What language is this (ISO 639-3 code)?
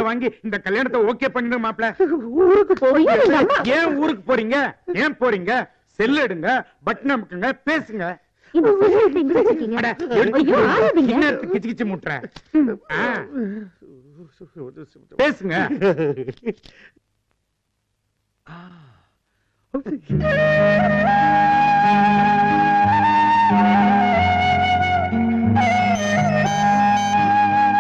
tam